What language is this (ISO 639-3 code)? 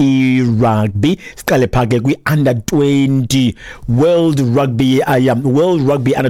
xho